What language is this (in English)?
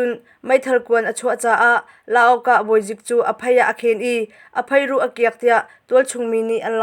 Hakha Chin